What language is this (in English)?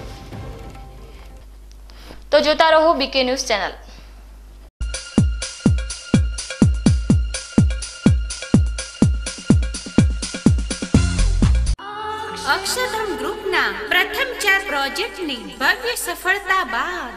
Gujarati